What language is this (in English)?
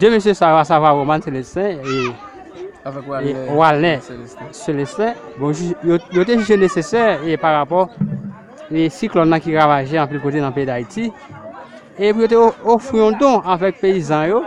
Haitian Creole